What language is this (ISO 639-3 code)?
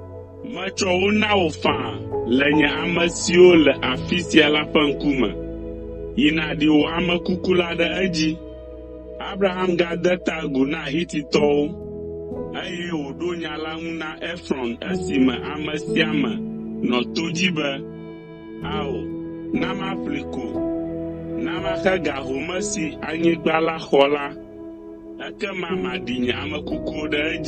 ewe